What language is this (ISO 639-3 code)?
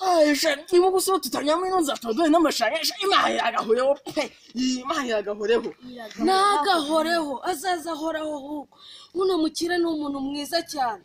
kin